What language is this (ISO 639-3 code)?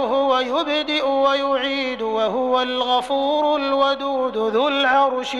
mrw